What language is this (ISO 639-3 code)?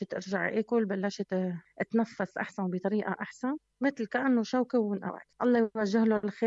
apc